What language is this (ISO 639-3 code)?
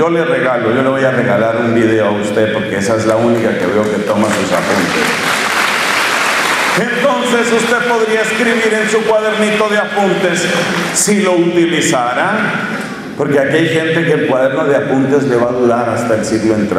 spa